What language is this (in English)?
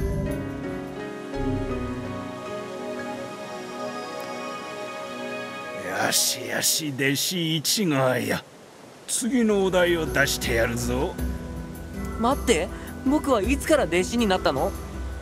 Japanese